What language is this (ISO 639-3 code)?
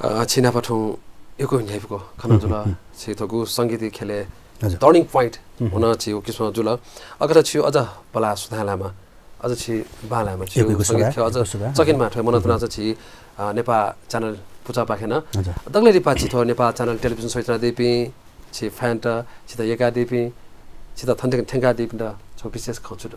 new